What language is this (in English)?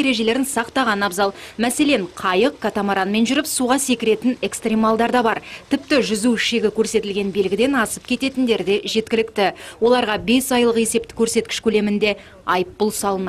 Kazakh